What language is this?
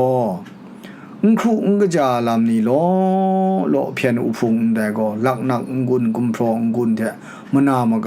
Kachin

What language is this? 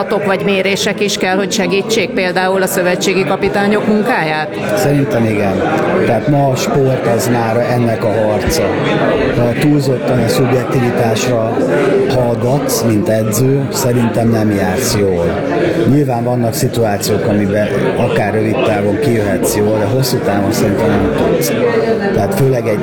Hungarian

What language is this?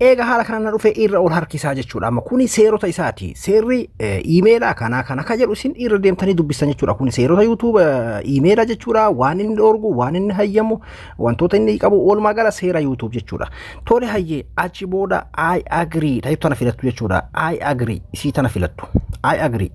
Oromo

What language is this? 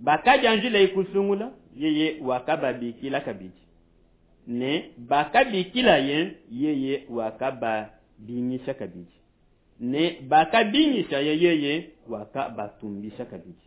Luba-Lulua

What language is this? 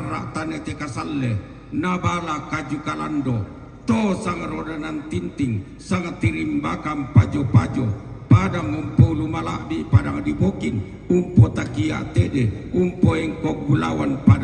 Toraja-Sa'dan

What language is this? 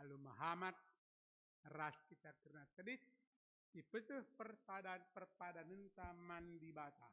Batak Karo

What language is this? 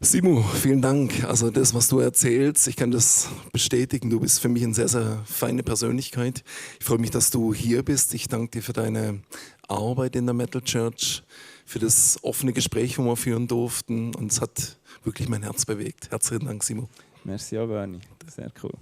Swiss German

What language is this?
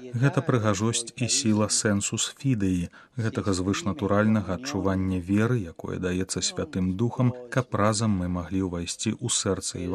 Belarusian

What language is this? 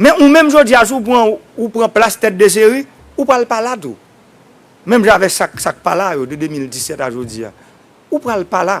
Haitian Creole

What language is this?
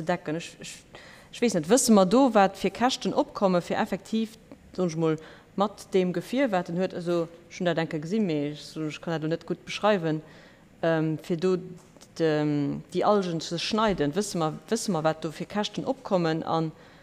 Luxembourgish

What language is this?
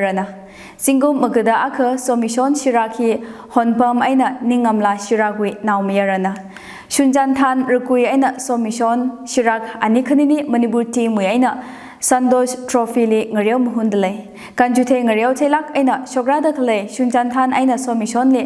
Tangkhul Naga (India)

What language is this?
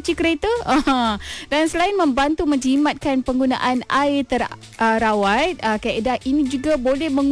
Malay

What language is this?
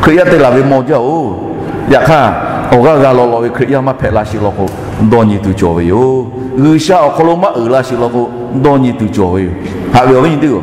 Lahu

